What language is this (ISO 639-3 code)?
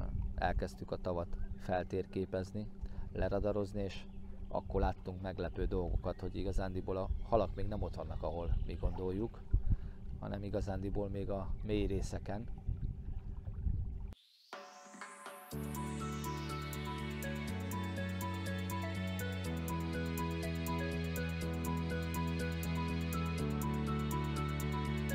hun